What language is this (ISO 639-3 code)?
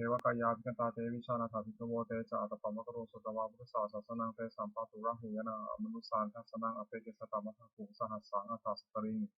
pli